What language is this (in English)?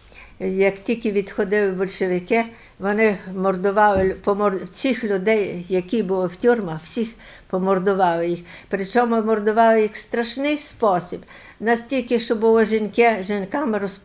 Ukrainian